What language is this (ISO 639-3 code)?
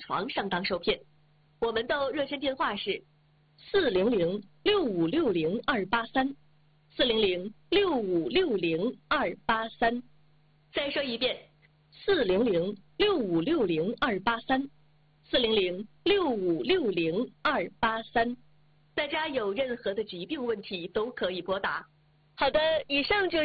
zho